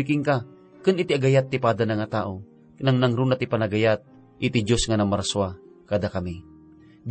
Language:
Iloko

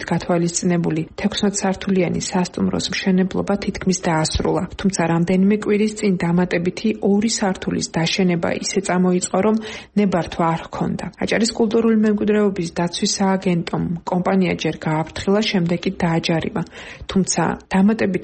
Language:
Georgian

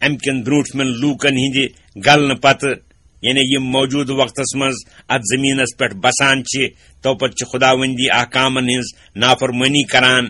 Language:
Kashmiri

